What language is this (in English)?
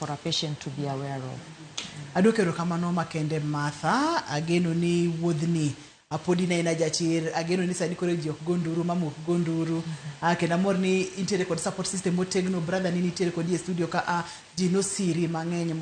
Luo (Kenya and Tanzania)